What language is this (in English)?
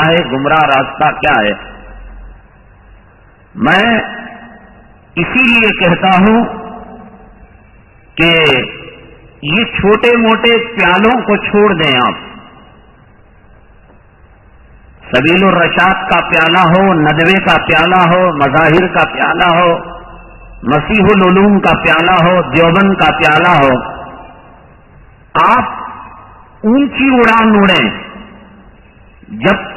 Urdu